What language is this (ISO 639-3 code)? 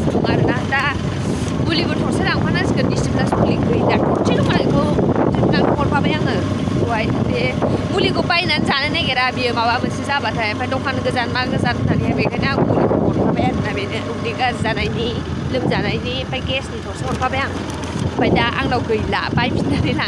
brx